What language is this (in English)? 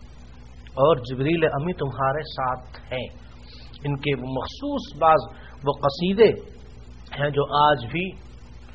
Urdu